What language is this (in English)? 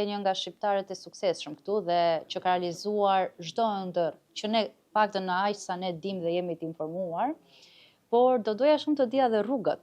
Albanian